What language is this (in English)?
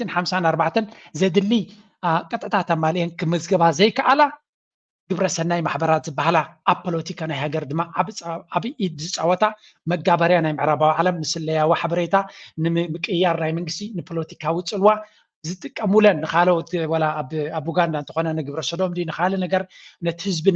Tigrinya